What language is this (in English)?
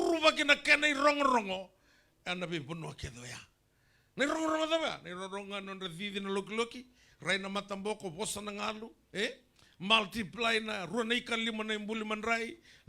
Fijian